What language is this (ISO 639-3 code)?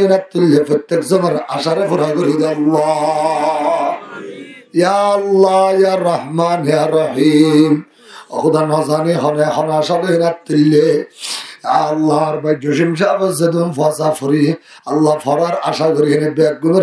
rhg